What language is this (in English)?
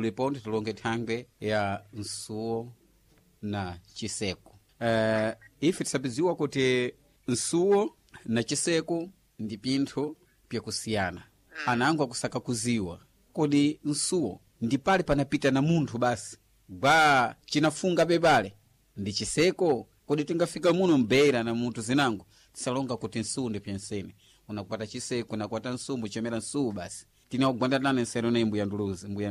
Sena